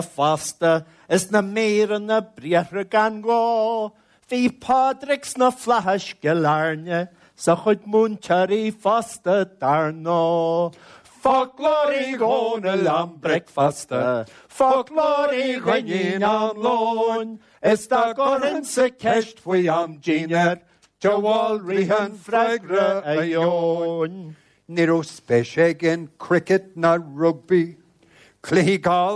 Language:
Irish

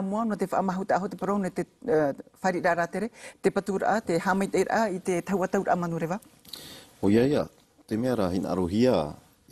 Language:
Tahitian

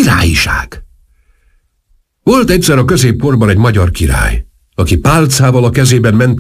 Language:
Hungarian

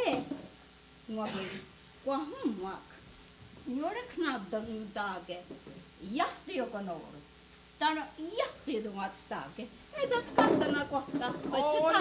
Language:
Mohawk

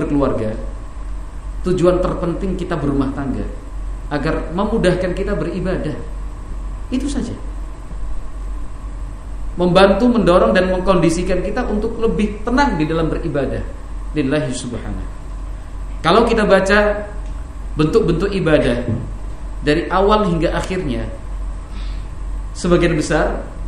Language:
Indonesian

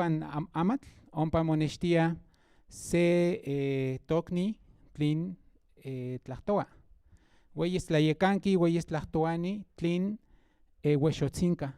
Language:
Central Nahuatl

